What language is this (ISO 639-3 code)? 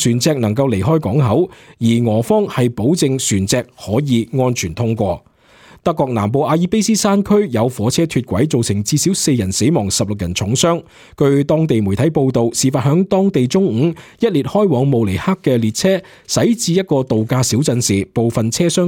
yue